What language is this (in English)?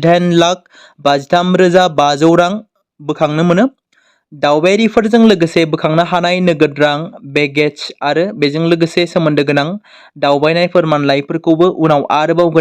Bodo